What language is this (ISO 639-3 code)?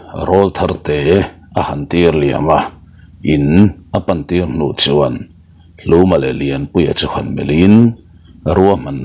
lus